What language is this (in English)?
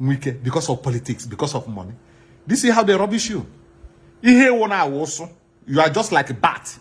Nigerian Pidgin